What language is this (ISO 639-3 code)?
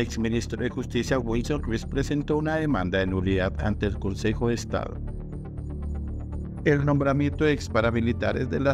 spa